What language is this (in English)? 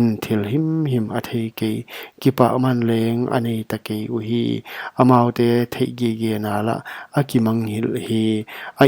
Paite Chin